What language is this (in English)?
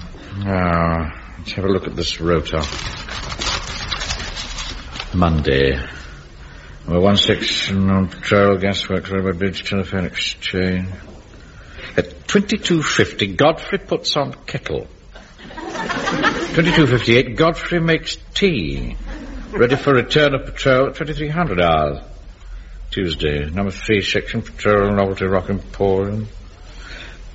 English